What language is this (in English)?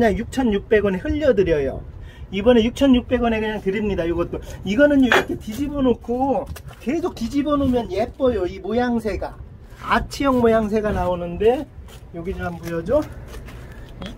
Korean